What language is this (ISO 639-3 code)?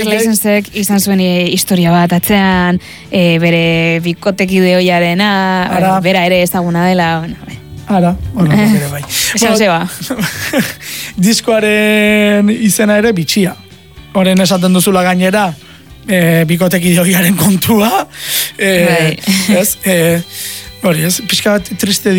eus